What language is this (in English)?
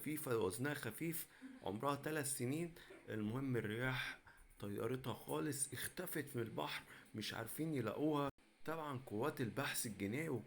Egyptian Arabic